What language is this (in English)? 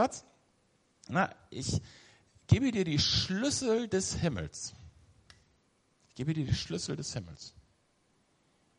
German